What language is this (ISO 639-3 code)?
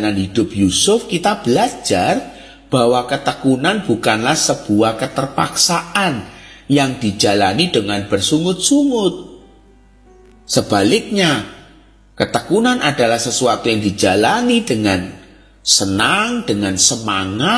ind